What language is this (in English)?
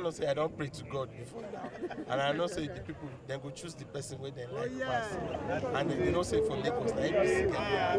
Nigerian Pidgin